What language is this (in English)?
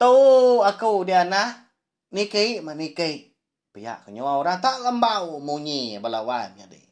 Iban